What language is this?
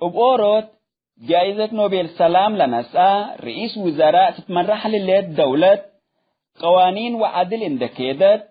Tigre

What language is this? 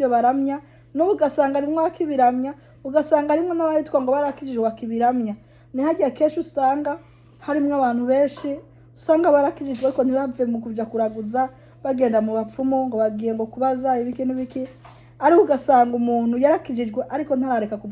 Rundi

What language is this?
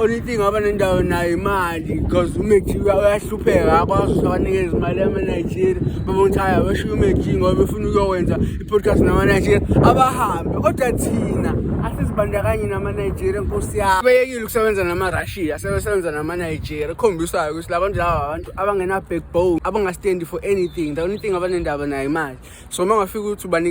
Zulu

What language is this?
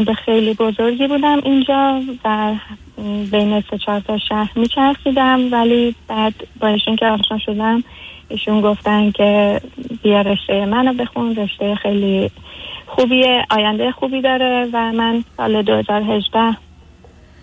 Persian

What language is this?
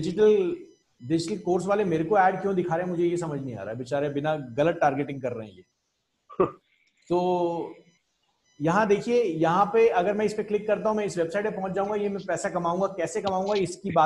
Hindi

